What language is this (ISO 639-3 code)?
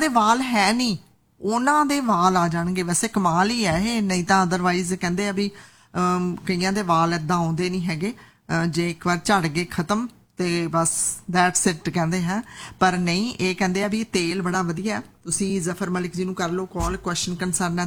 pan